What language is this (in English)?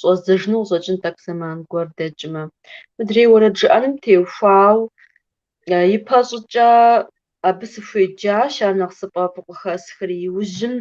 Kabardian